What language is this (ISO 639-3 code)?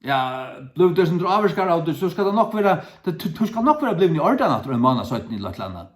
fao